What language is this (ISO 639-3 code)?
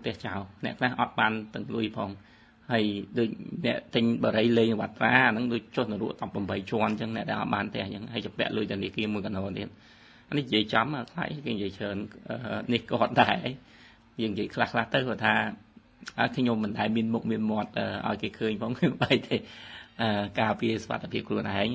khm